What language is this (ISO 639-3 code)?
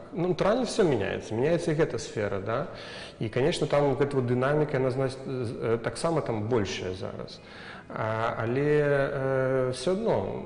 bel